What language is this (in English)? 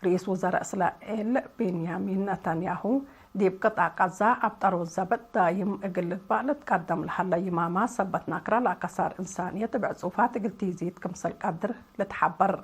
Tigre